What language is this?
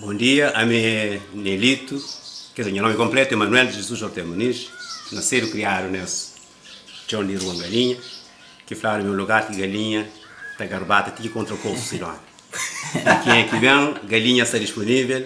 Kabuverdianu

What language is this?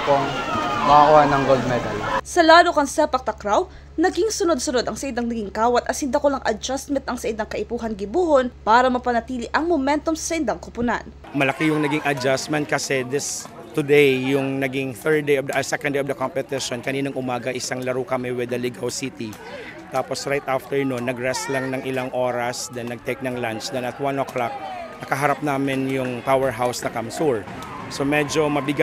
Bikol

